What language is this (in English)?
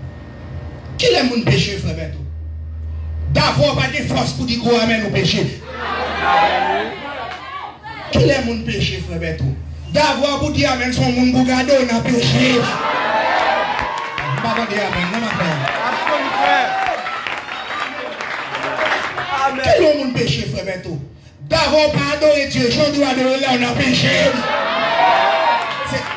French